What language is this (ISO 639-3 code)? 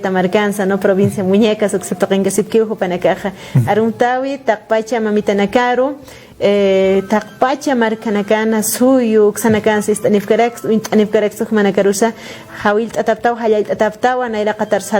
aym